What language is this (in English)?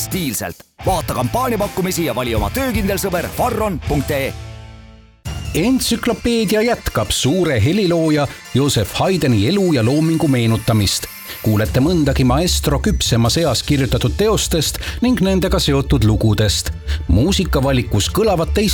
Estonian